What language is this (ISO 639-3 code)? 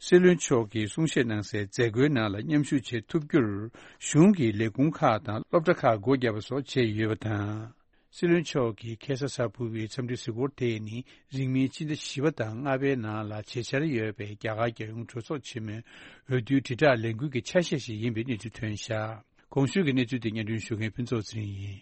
bod